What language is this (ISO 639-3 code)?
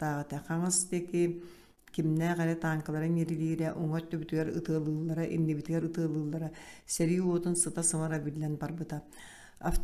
sah